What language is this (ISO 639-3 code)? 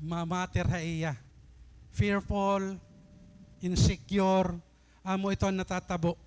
war